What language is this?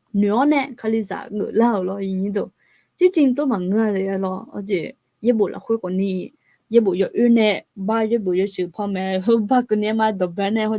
Akha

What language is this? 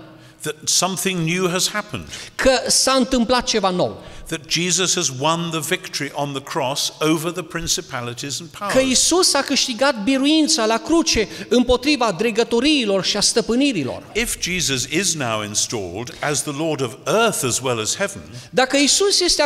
Romanian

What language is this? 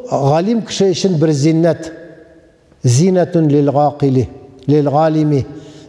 Tatar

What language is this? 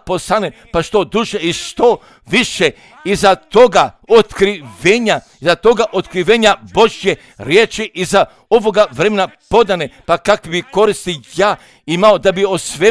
Croatian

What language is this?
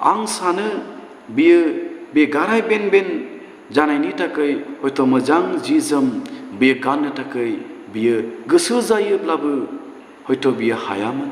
Bodo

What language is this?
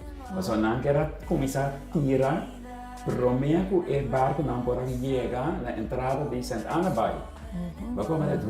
Papiamento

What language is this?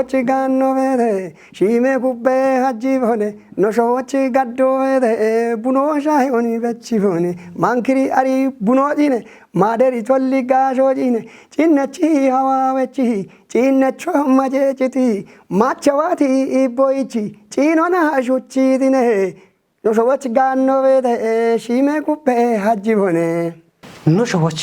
Kafa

